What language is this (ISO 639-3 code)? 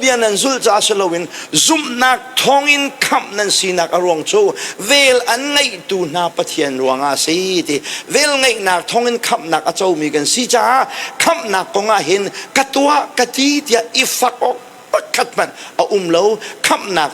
cnh